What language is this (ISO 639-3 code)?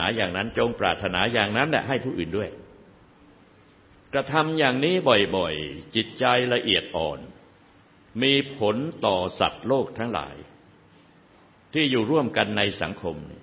tha